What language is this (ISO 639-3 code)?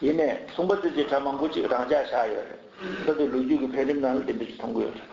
bod